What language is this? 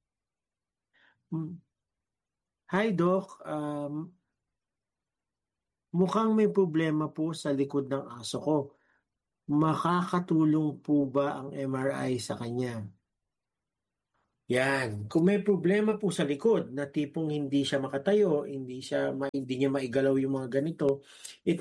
Filipino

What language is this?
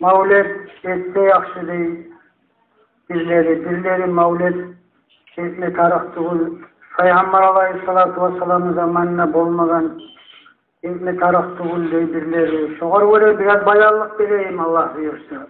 Kumyk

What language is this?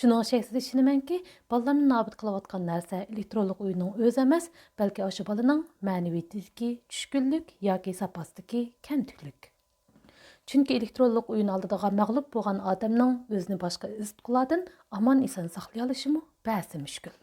Uyghur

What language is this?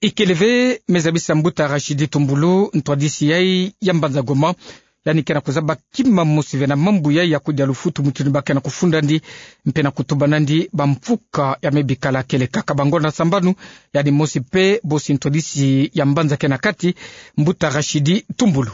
Kituba (Democratic Republic of Congo)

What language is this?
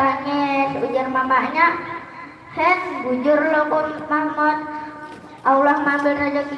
Banjar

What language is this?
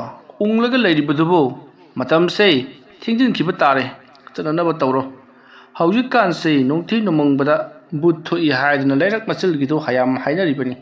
Manipuri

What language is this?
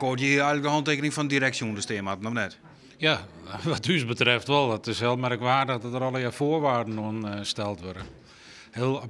Western Frisian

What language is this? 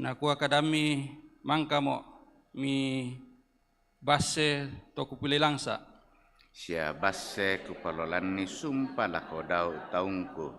Toraja-Sa'dan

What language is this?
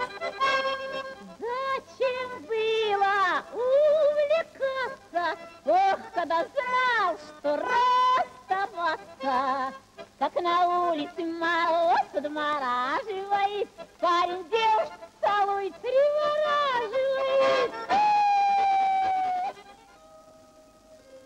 Russian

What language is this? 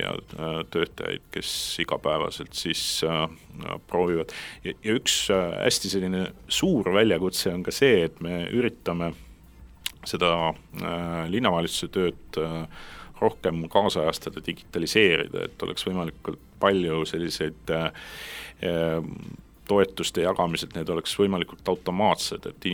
Estonian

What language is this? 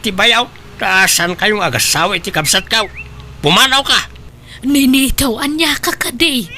Iloko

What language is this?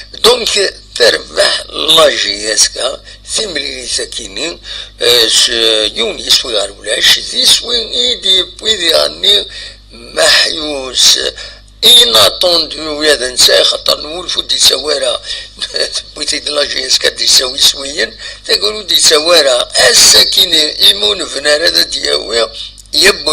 Kabyle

